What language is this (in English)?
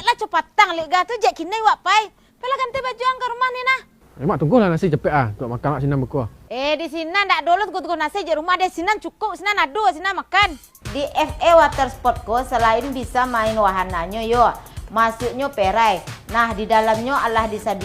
Minangkabau